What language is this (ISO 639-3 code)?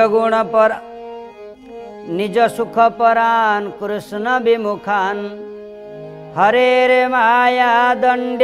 ori